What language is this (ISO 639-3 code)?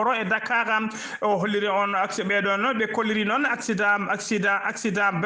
ful